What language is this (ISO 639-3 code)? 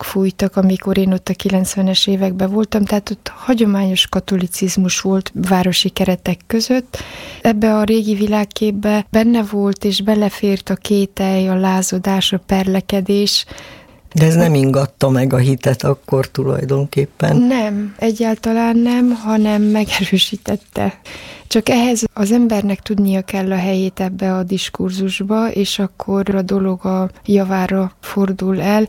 hun